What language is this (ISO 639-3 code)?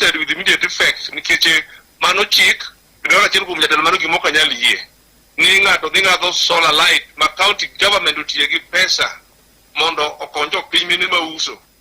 luo